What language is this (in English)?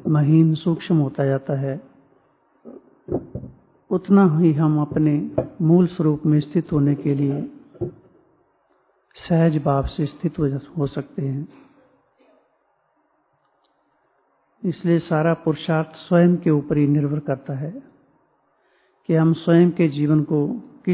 Hindi